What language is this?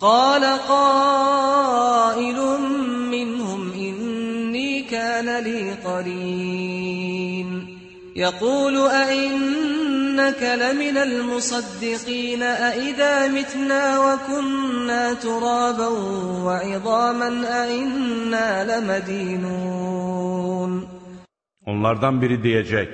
Azerbaijani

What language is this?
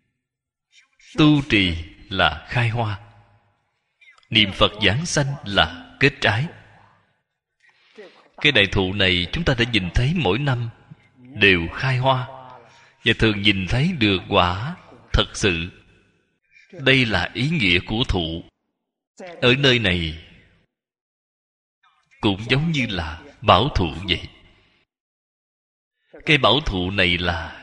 Vietnamese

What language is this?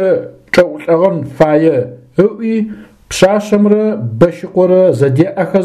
Adyghe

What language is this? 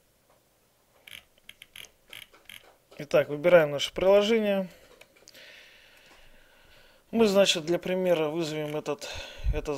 Russian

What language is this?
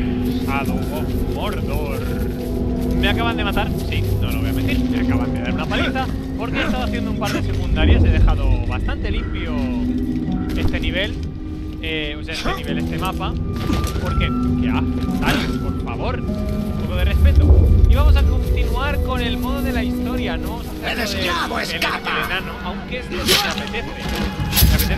Spanish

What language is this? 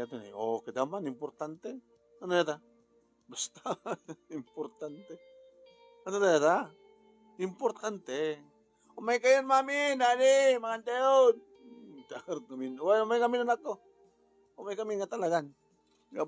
Iloko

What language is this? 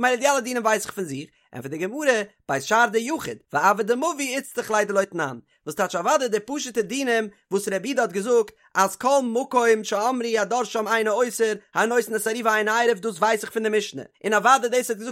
Yiddish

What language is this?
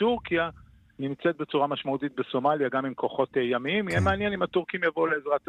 Hebrew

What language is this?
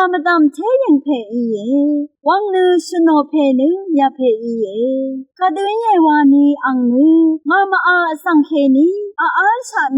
Rawang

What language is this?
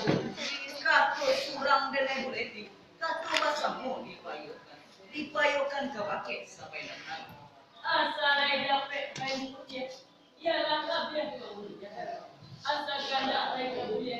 Minangkabau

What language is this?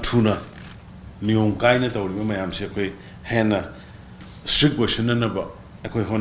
Manipuri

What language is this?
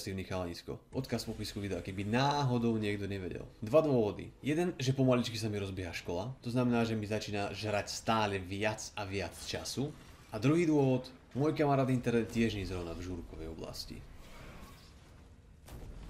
Slovak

